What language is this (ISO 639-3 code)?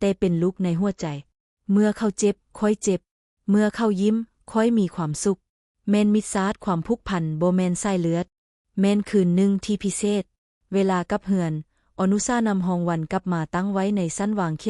lao